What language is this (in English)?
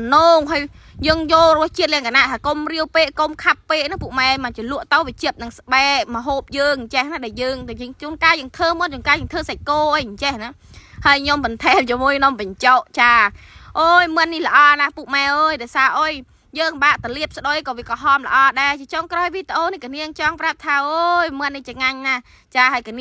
Khmer